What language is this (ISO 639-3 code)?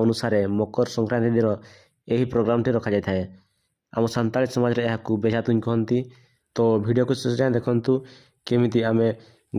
sat